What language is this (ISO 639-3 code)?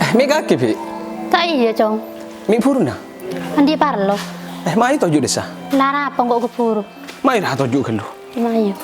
mad